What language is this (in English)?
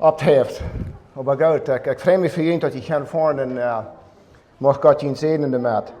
Plautdietsch